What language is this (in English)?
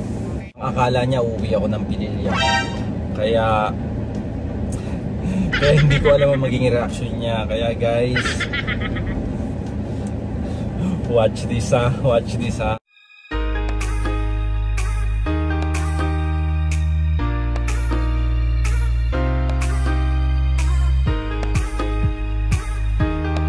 Filipino